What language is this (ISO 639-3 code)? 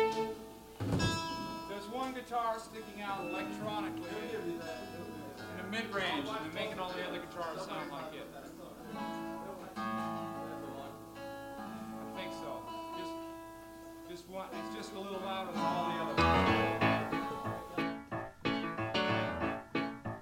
eng